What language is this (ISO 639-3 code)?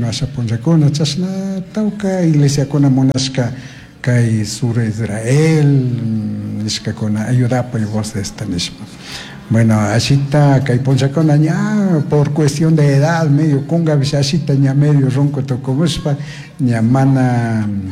qug